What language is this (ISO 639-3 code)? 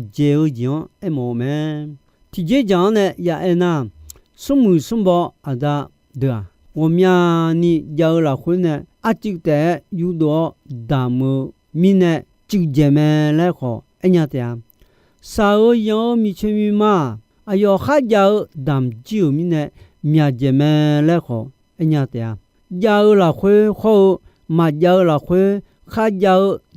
ahk